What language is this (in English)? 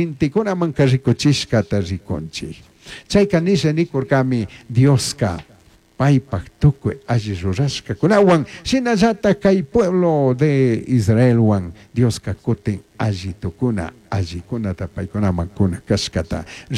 Chimborazo Highland Quichua